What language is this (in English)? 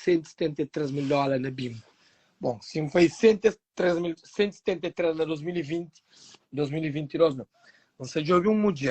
Kabuverdianu